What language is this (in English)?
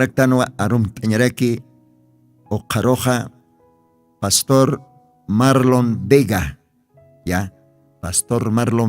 Aymara